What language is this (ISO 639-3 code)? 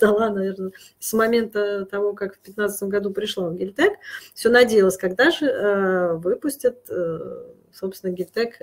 rus